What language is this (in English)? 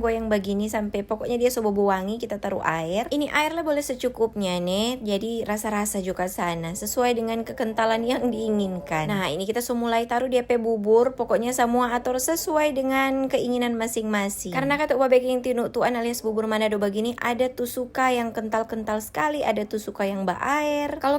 Manado Malay